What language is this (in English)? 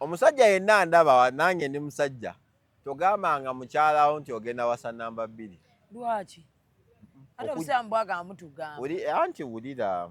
Ganda